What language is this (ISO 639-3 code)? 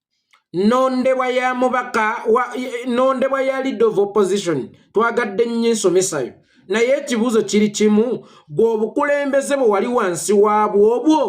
lug